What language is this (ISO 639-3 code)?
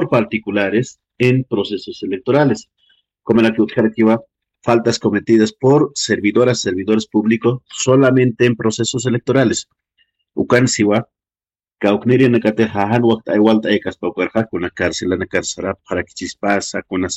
aym